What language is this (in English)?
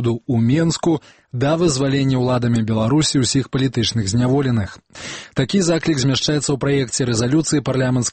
Belarusian